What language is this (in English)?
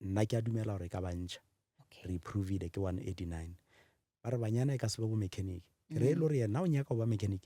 Northern Sotho